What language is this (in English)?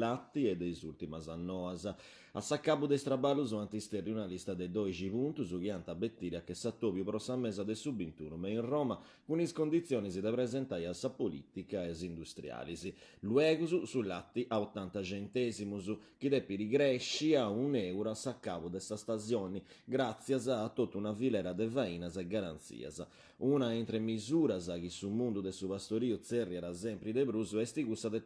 Sardinian